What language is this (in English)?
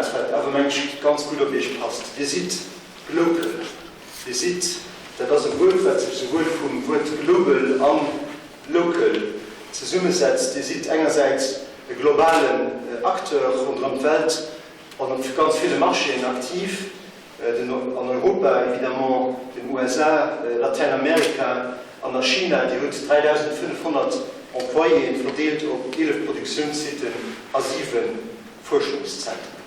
Luxembourgish